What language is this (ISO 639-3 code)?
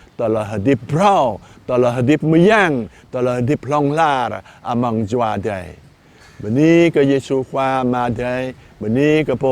jra